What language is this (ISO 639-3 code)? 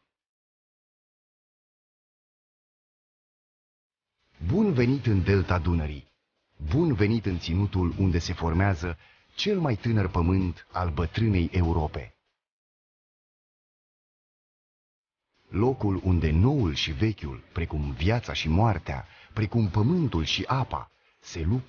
ron